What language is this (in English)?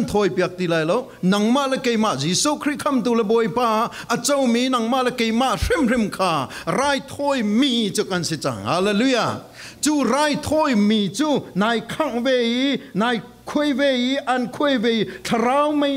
Falam Chin